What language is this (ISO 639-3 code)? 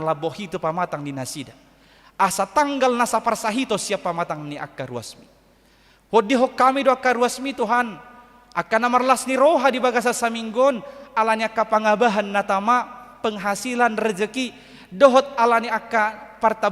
bbc